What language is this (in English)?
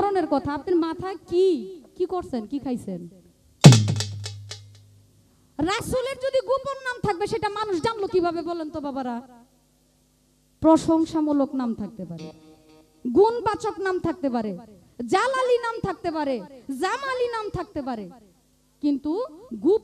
Bangla